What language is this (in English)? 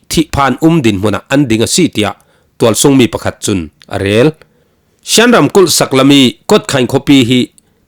Falam Chin